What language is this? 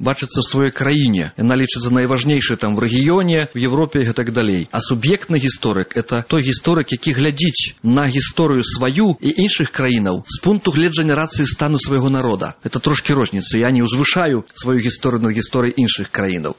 Belarusian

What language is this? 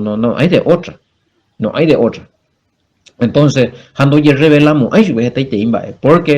Guarani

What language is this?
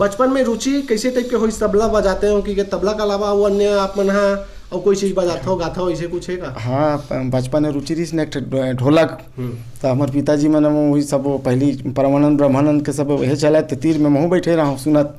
Chhattisgarhi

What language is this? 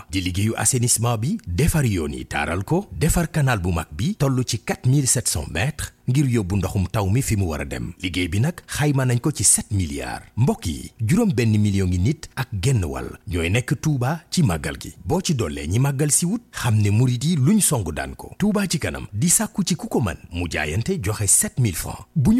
Wolof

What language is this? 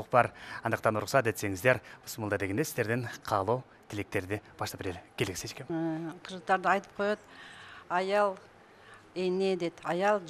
Kyrgyz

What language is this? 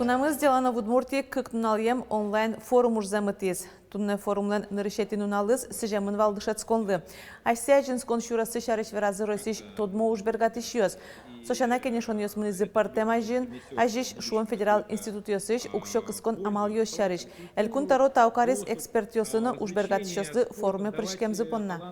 Udmurt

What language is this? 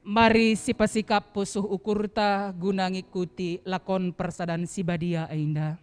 Batak Karo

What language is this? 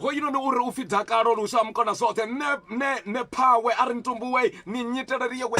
Venda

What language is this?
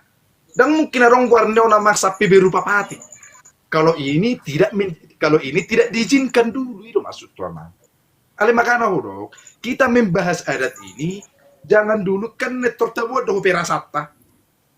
Batak Toba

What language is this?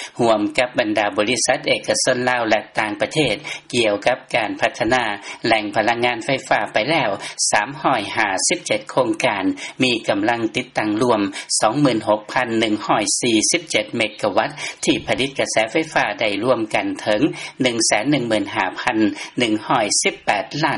Lao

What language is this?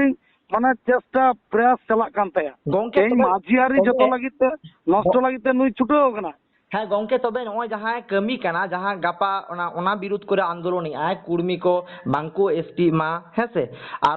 Santali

